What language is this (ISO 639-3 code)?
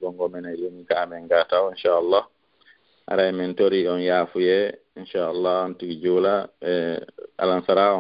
ful